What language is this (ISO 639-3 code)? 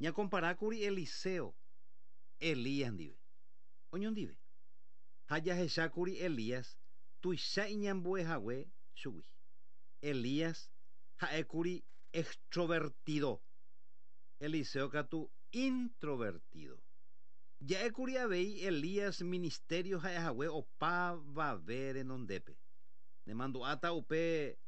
grn